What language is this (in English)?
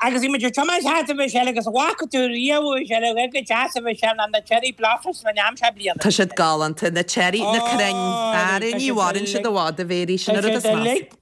Irish